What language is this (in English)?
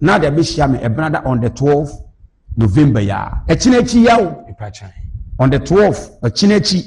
Akan